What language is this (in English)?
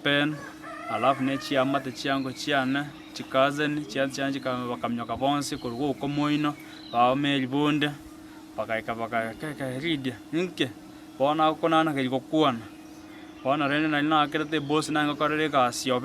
Gusii